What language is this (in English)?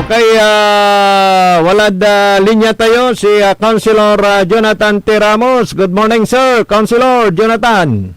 Pangasinan